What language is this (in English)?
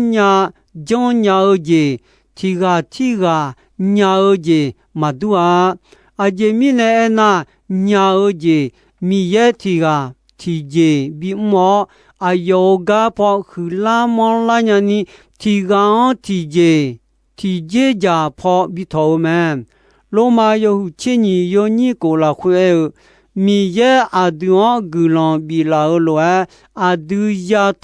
Akha